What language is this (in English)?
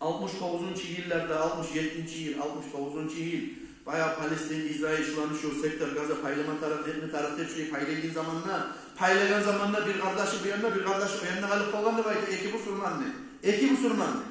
Kumyk